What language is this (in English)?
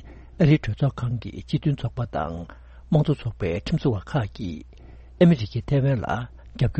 Tibetan